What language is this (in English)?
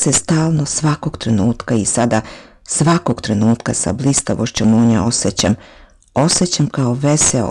Serbian